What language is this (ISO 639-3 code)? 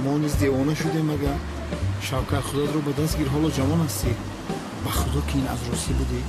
tgk